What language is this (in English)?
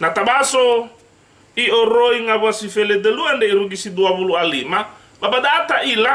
Nias